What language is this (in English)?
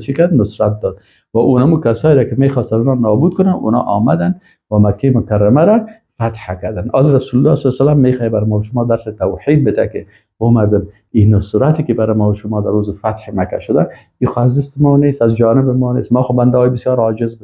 Persian